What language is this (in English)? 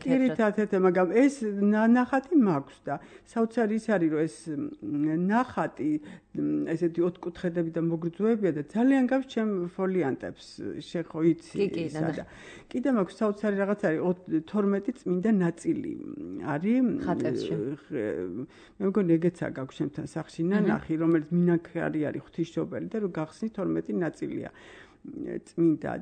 Georgian